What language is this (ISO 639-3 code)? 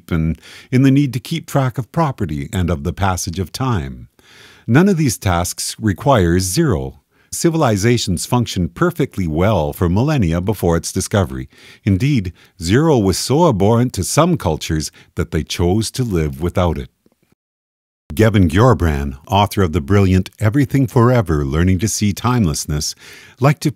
eng